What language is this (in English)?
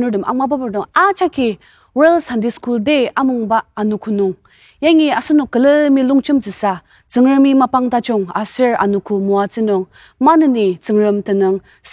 Ao Naga